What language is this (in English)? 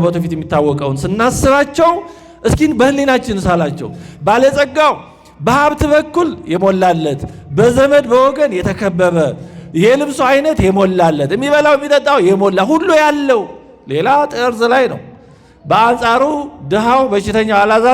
Amharic